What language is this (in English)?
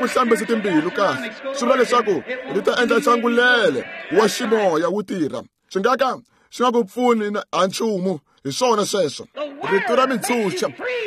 Tsonga